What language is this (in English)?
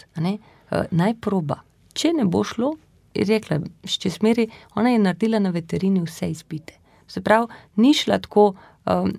Slovenian